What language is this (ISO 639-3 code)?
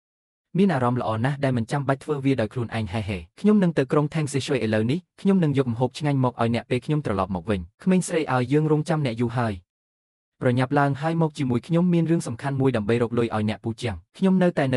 khm